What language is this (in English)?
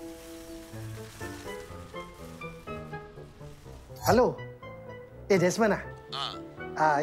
Malay